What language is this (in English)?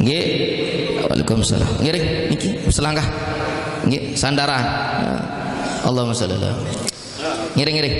Sasak